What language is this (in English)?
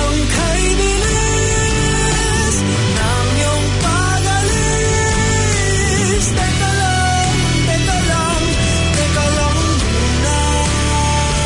Filipino